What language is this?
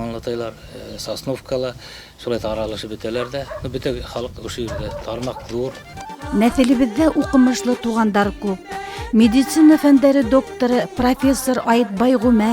Bashkir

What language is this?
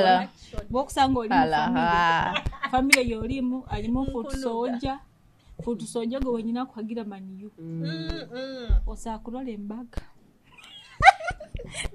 Nyoro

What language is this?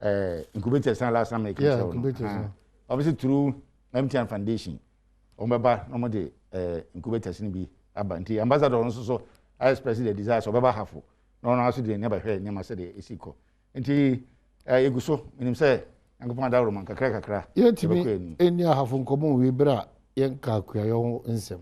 Akan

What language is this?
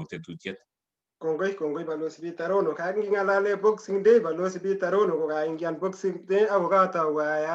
Kalenjin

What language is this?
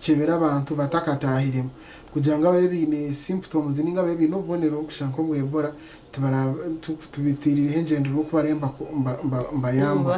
Nyankole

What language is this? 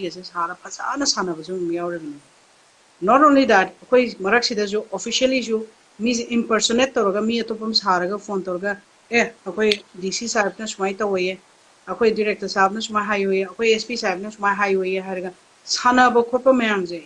Manipuri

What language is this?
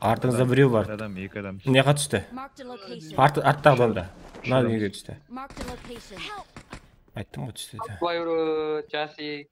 Kara-Kalpak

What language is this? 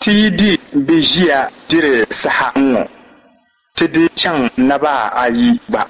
Dagbani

